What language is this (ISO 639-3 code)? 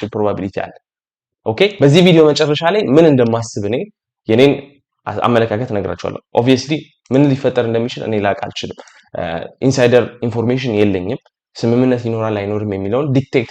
amh